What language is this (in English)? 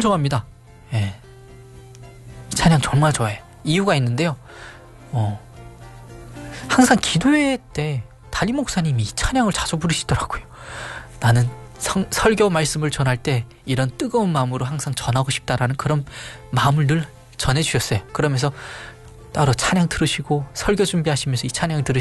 Korean